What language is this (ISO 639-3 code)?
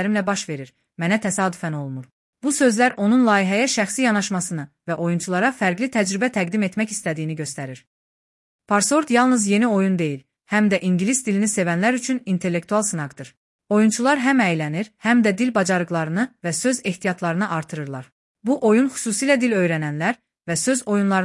aze